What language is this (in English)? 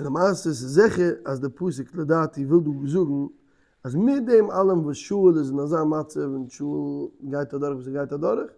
Yiddish